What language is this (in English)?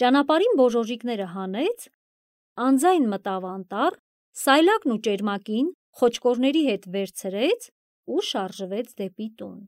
Armenian